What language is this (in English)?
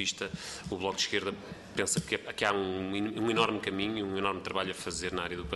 Portuguese